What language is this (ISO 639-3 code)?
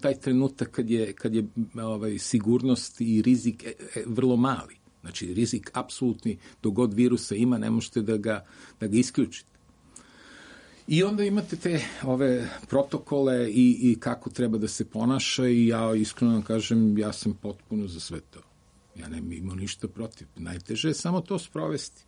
srp